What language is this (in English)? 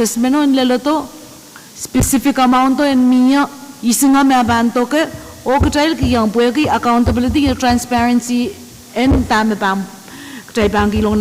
Pohnpeian